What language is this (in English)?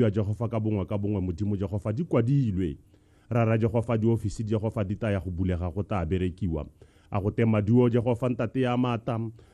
Tswana